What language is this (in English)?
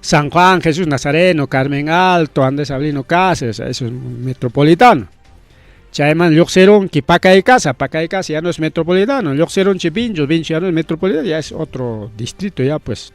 Ayacucho Quechua